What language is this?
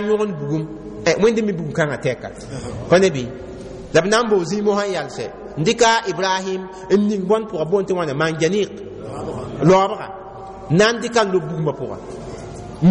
Mossi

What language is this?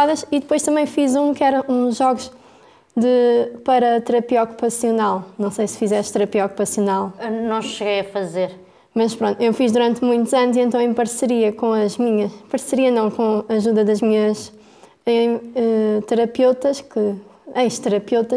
Portuguese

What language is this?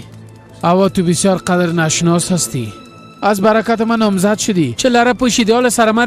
Persian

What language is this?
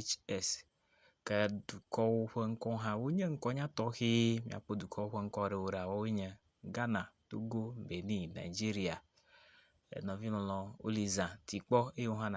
Ewe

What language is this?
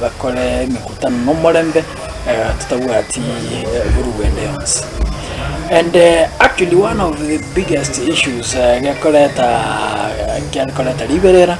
Gusii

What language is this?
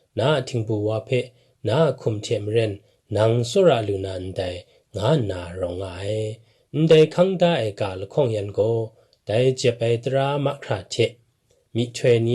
Kachin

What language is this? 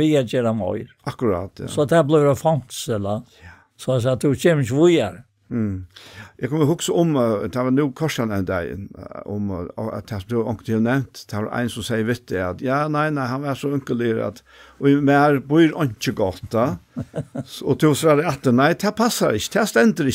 Faroese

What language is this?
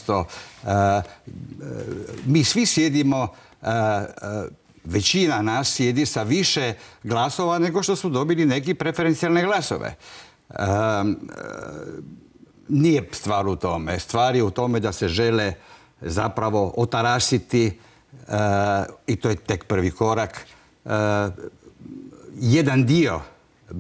Croatian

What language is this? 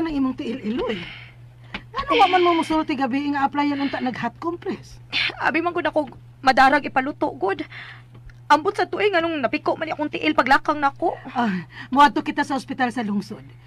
Cebuano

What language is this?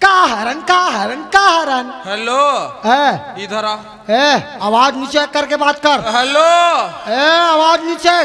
Chhattisgarhi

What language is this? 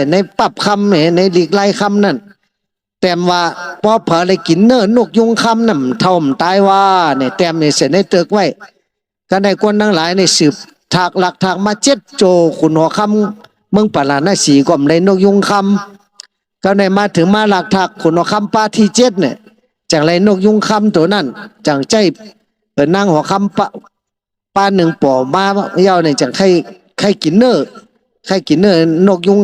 Shan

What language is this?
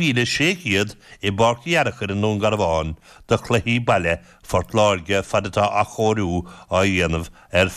Irish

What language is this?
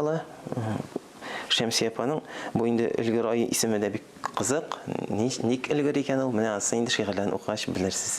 Tatar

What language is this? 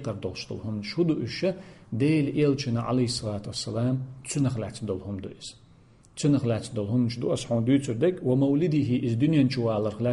Chechen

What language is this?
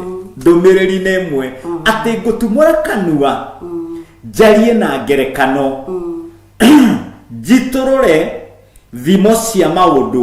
Kikuyu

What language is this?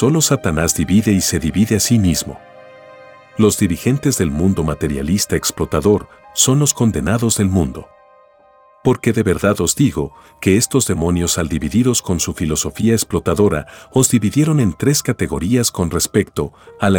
Spanish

